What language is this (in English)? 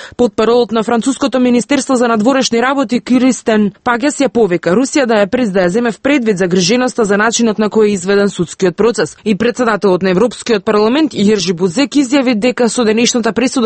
Macedonian